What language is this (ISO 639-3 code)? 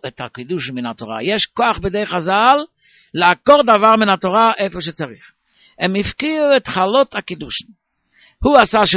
heb